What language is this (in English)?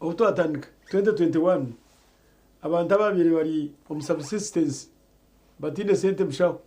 Nyankole